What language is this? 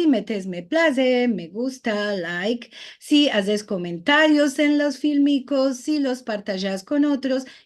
Ladino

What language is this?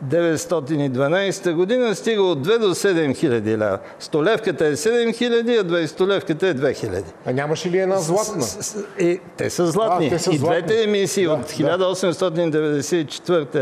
Bulgarian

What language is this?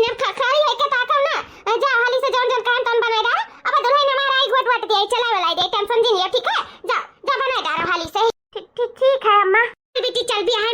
Awadhi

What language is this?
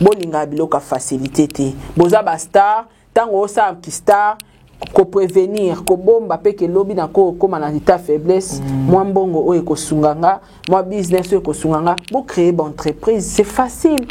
Lingala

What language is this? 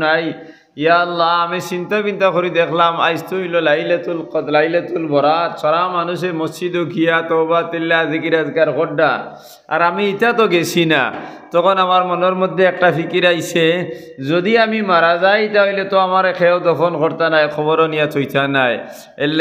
Sylheti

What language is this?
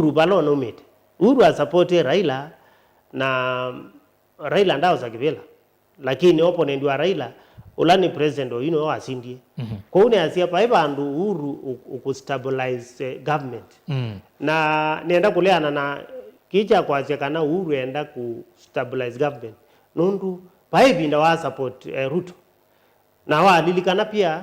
Kamba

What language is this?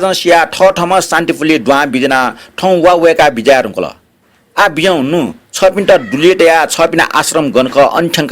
Newari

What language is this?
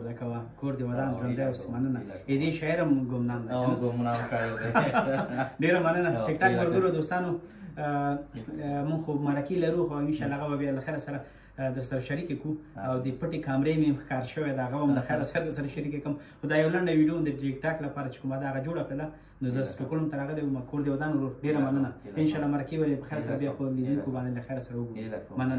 Pashto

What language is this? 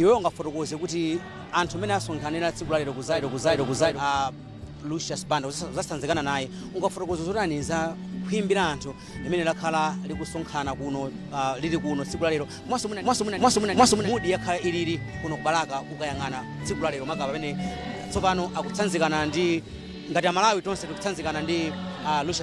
Nyanja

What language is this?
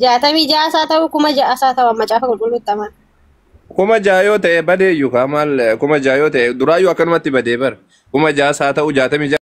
Oromo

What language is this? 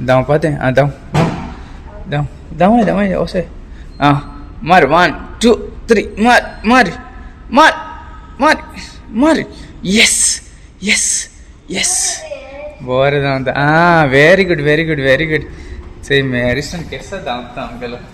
Konkani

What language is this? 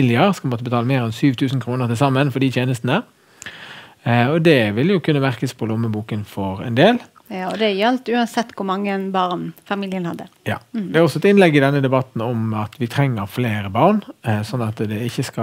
Norwegian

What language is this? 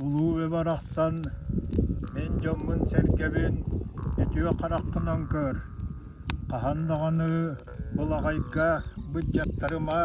Yakut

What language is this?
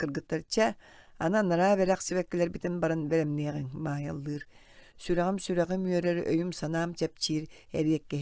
Yakut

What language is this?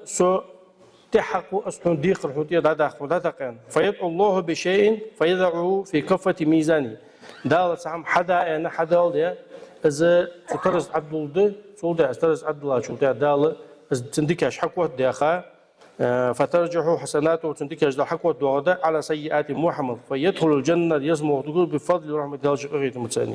Ingush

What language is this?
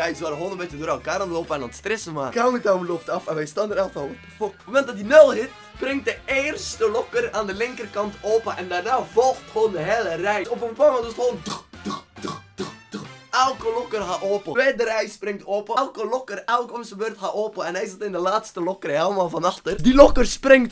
Dutch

